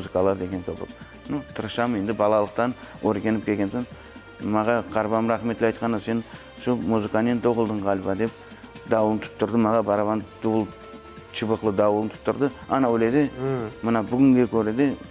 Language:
Crimean Tatar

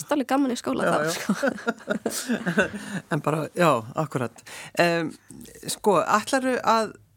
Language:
Icelandic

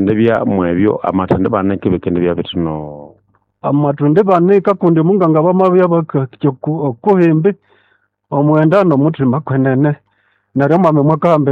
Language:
Nande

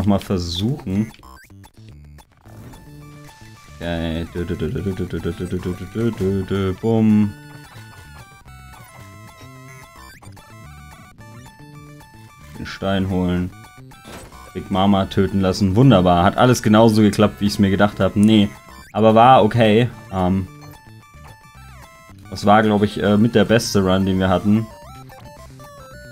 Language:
German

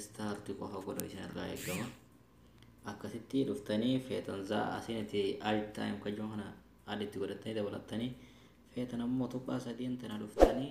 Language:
Oromo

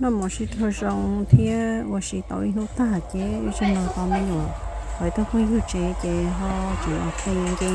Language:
Hmong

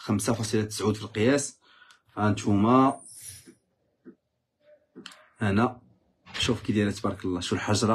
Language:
Moroccan Arabic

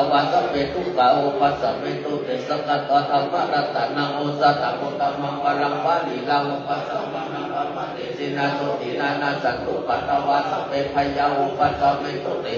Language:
Pali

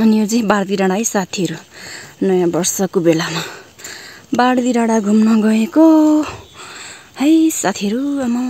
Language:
Nepali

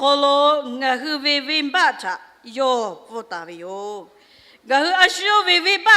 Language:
Lahu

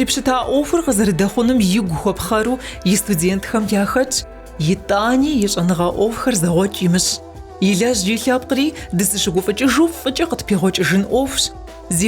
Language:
Kabardian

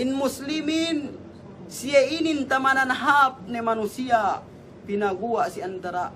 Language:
Yakan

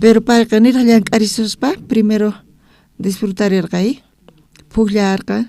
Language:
South Bolivian Quechua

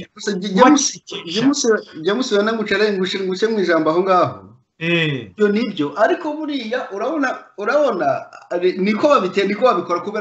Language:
Kinyarwanda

